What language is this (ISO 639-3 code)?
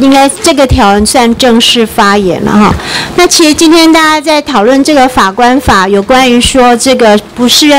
zho